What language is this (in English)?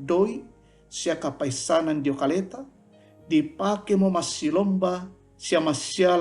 Toraja-Sa'dan